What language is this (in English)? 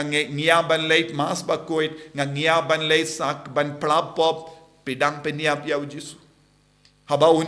Khasi